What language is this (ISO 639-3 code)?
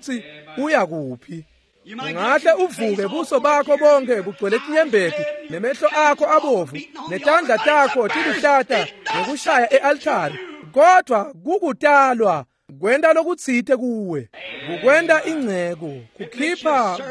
ssw